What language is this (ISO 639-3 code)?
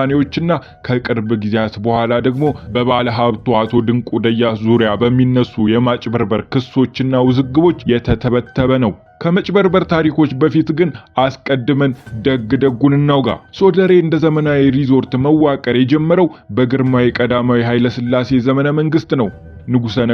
amh